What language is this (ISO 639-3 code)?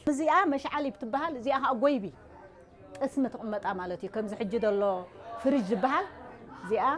tir